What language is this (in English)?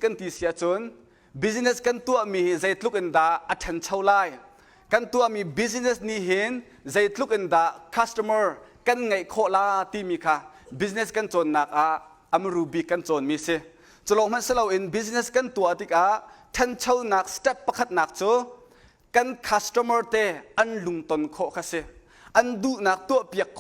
Hakha Chin